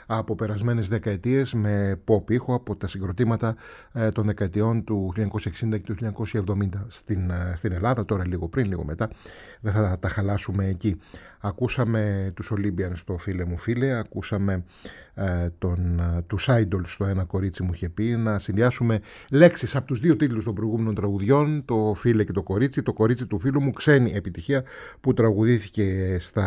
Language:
Greek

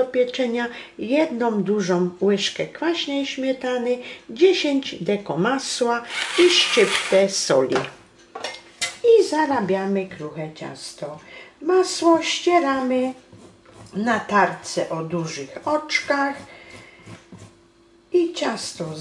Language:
Polish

